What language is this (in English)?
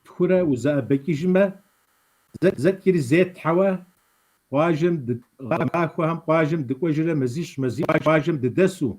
Kabardian